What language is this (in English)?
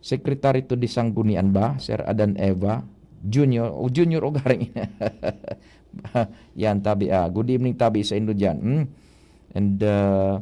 Bikol